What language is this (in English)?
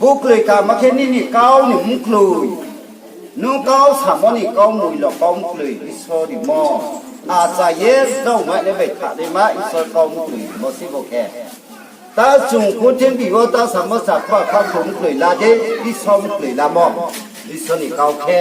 Riang (India)